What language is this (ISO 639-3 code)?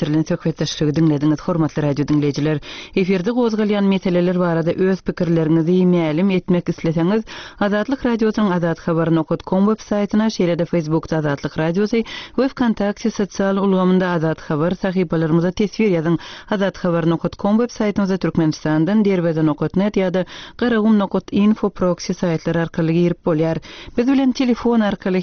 tuk